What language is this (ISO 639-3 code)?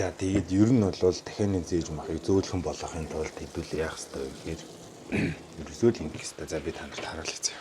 mon